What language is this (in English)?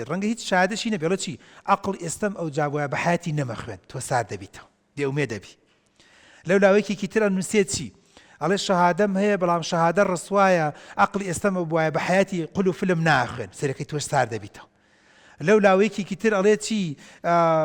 Central Kurdish